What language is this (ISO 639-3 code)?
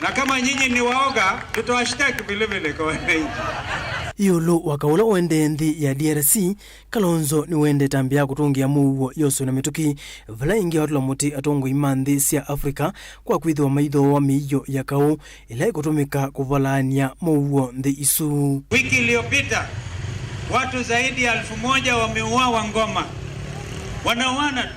kam